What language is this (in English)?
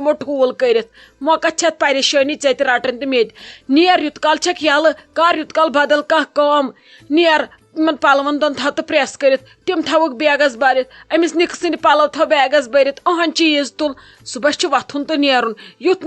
Kashmiri